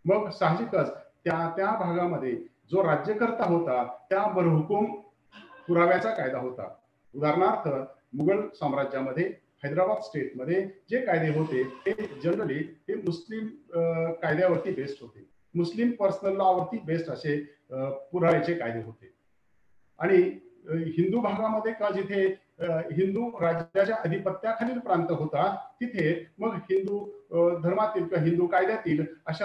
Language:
Marathi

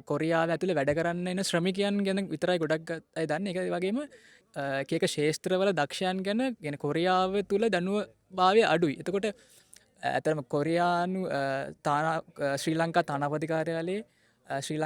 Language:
Sinhala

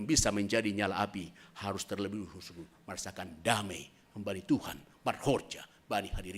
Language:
Batak Simalungun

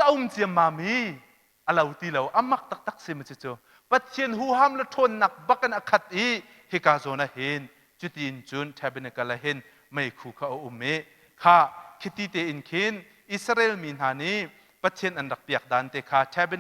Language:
Hakha Chin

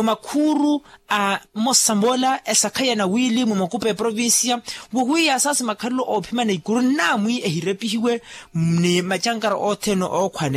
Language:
Makhuwa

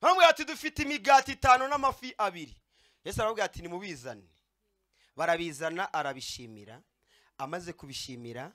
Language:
Kinyarwanda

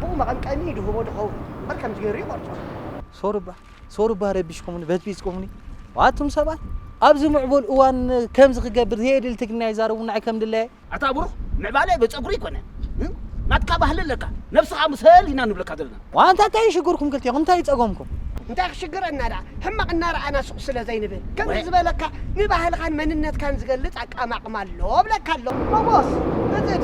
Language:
Tigrinya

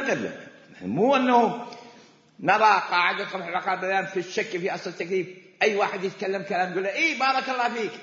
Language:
Mesopotamian Arabic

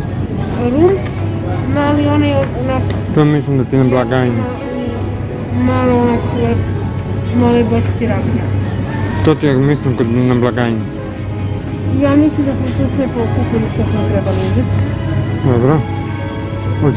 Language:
Croatian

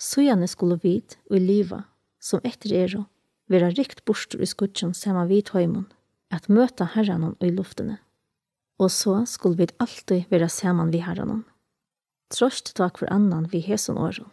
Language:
Faroese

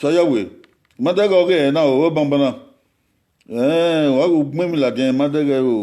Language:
Bini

